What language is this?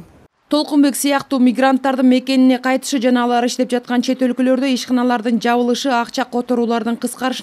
Kyrgyz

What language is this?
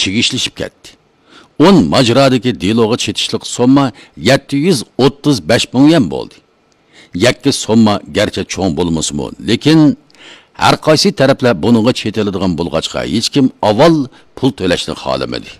Uyghur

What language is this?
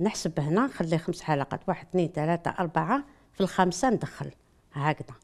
Algerian Arabic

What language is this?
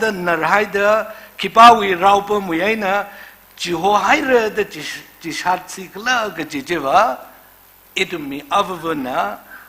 Tangkhul Naga (India)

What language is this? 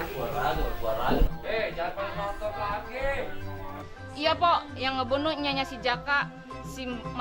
Betawi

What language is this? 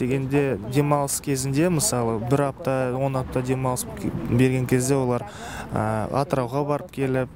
Kazakh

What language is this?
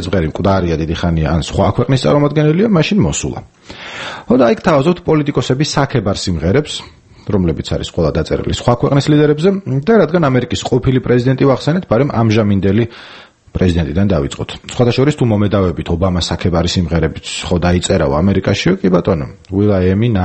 Georgian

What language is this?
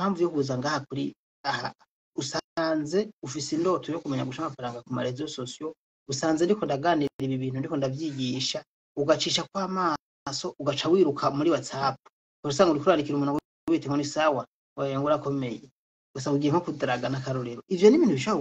Rundi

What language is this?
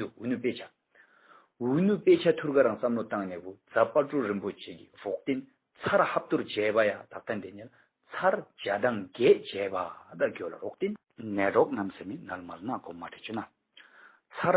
Tibetan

